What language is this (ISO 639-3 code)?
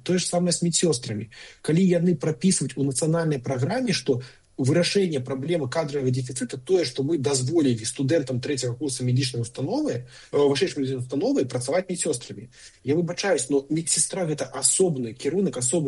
bel